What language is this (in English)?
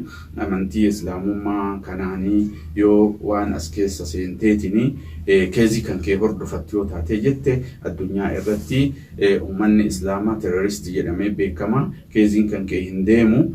Oromo